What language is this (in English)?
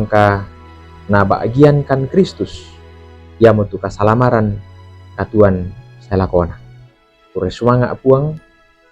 Toraja-Sa'dan